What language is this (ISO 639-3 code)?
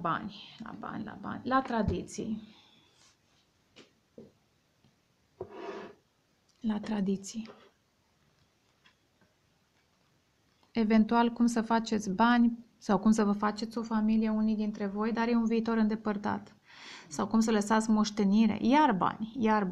ron